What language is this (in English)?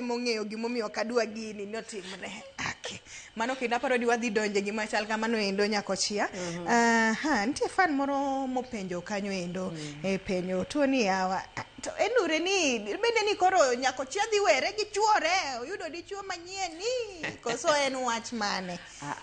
Luo (Kenya and Tanzania)